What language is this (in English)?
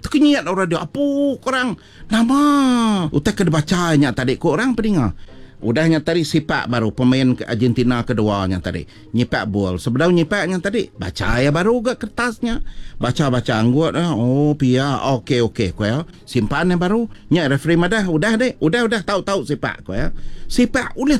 Iban